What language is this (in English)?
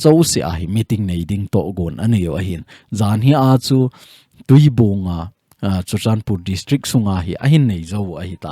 Thado Chin